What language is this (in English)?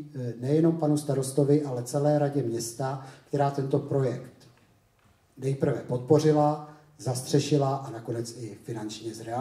Czech